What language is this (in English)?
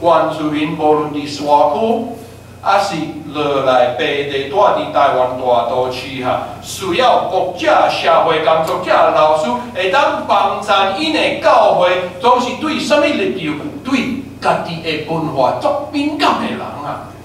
Min Nan Chinese